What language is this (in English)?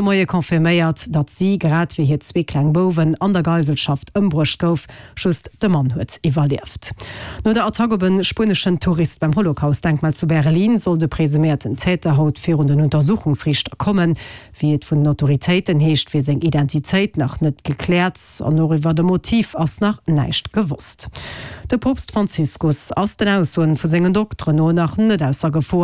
Luxembourgish